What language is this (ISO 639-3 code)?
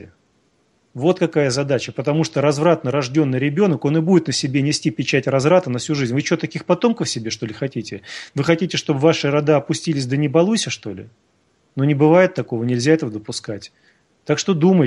rus